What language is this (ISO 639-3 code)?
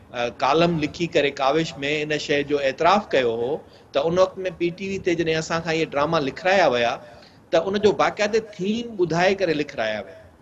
snd